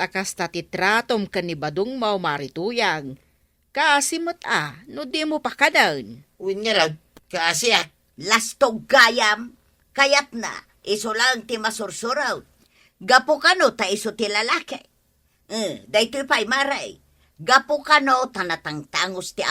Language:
Iloko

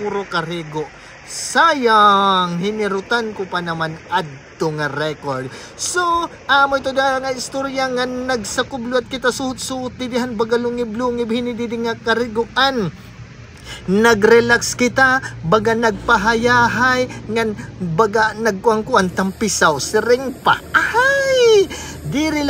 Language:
Waray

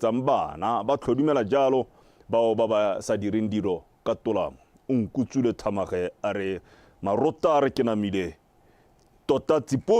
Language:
Tswana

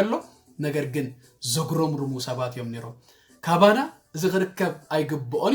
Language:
Tigrinya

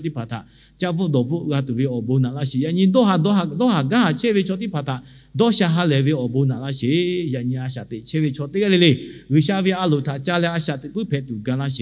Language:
Lahu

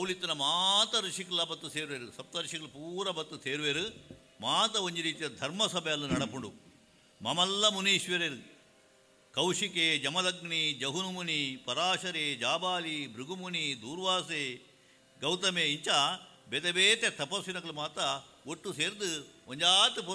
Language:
Tulu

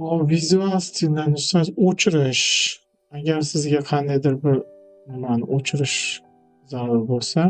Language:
Uzbek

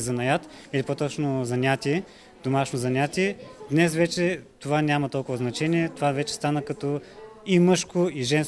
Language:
Bulgarian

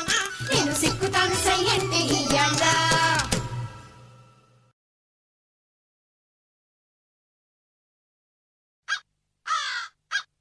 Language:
Telugu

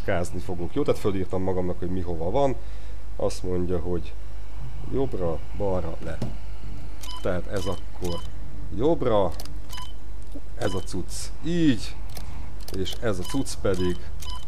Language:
Hungarian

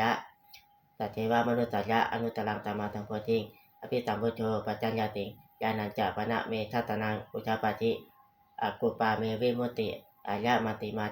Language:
Pali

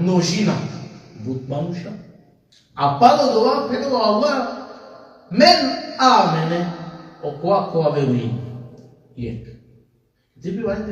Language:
Balkan Romani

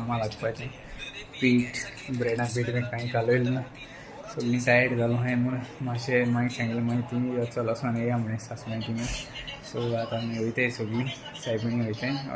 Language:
Konkani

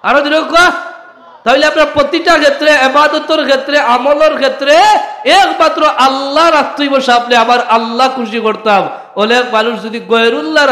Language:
Sylheti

